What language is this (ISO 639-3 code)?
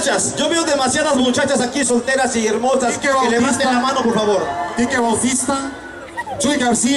spa